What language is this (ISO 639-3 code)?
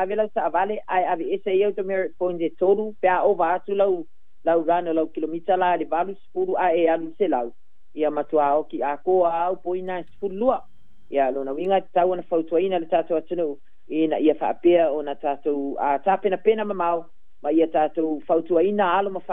smo